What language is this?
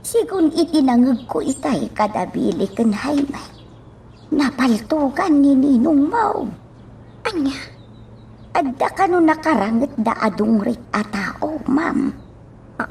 Iloko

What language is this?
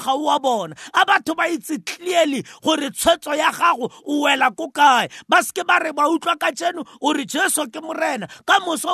Tswana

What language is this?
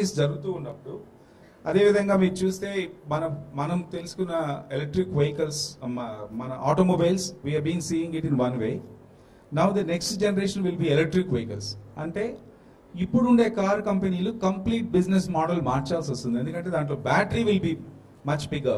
Telugu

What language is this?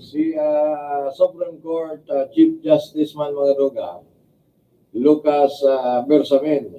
Bikol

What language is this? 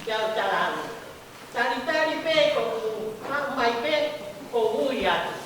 Tongan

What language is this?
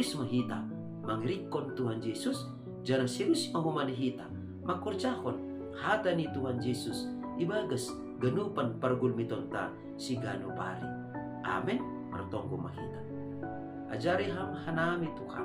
Batak Simalungun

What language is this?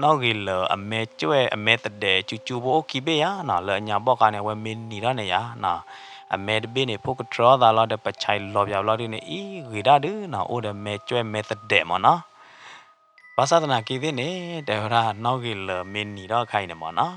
S'gaw Karen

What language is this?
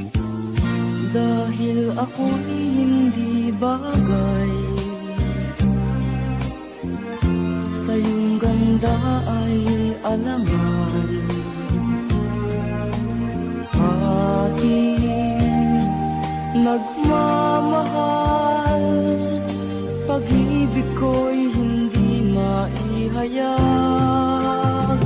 Filipino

